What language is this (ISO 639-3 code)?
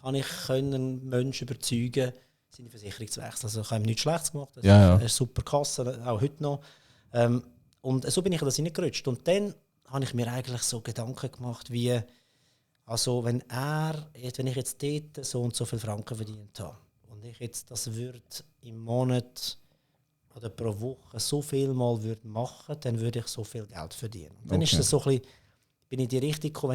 gsw